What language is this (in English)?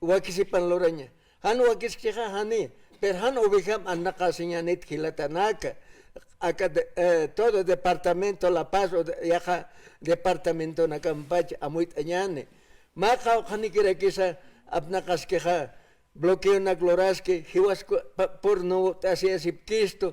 Aymara